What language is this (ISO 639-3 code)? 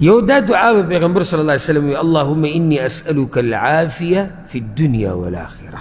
pus